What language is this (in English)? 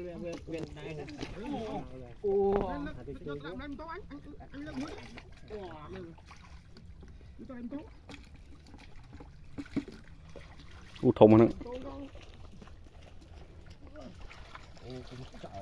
Vietnamese